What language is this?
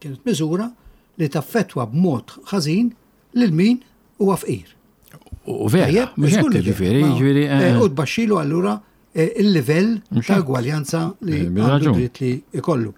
Maltese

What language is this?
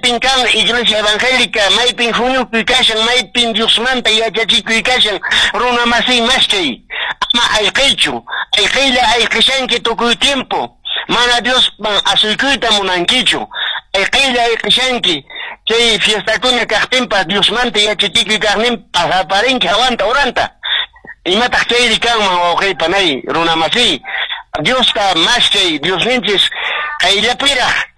Quechua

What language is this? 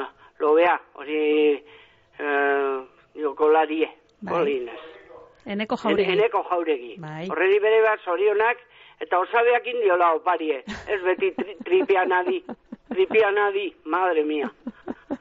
Basque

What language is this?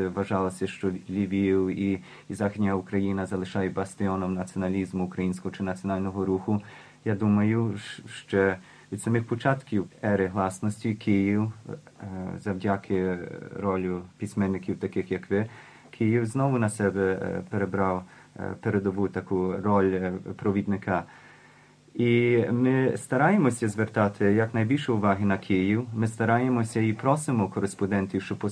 Ukrainian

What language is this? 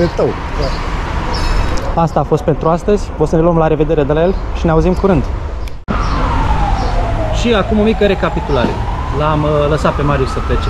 Romanian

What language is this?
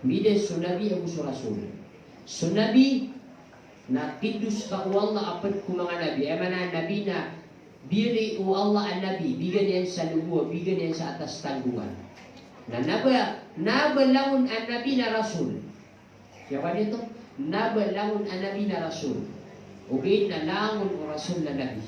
Maranao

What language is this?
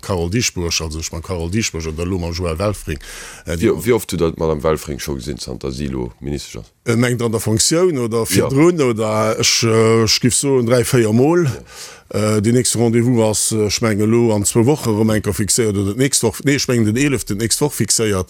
Luxembourgish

